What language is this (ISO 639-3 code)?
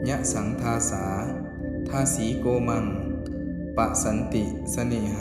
pli